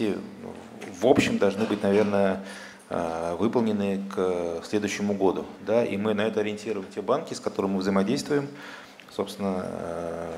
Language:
Russian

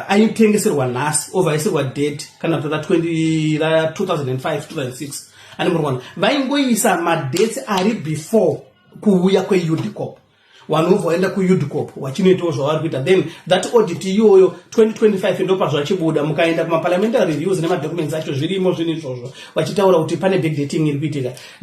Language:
Shona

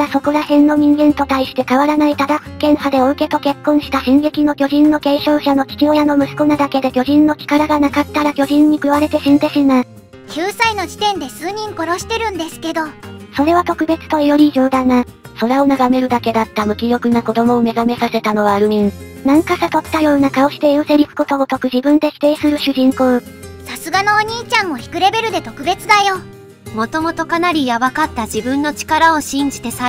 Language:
Japanese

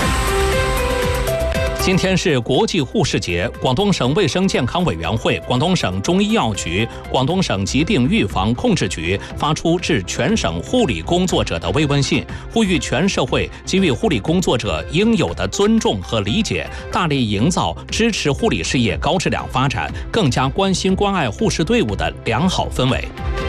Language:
Chinese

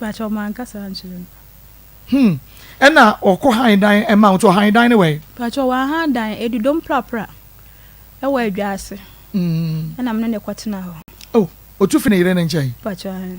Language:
Akan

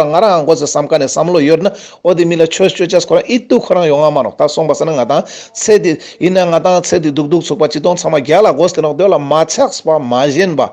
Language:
Ladakhi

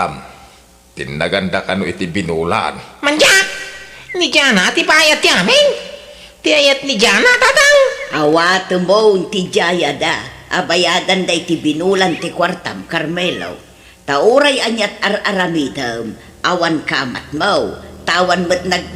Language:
Iloko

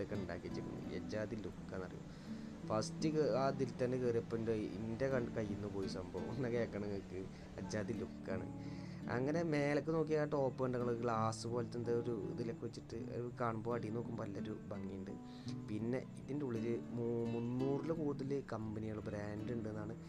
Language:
Malayalam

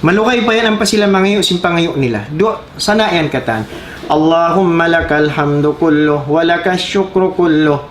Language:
Tausug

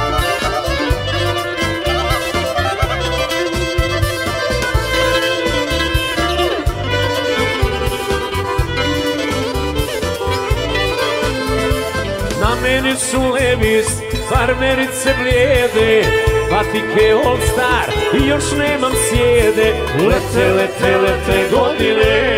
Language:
Serbian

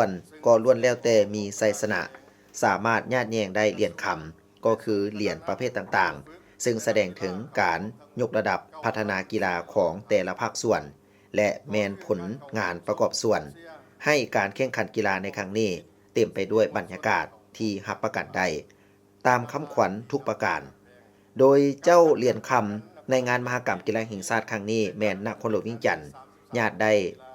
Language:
Lao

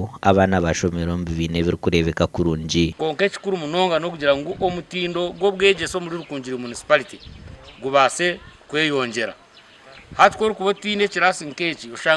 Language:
Nyankole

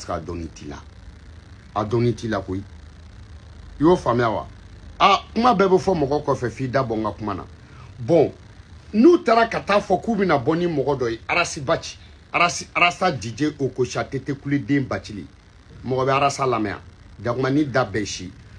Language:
Bambara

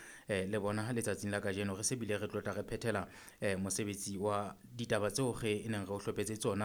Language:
Southern Sotho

